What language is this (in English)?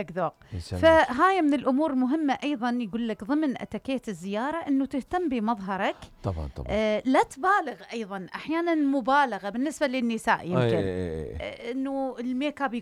Mesopotamian Arabic